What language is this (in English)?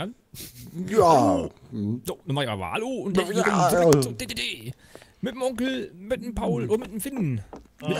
German